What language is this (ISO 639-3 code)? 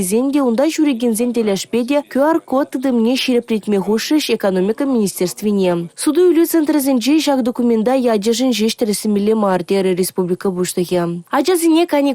chv